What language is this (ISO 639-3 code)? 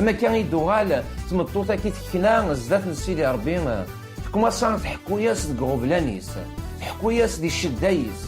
kab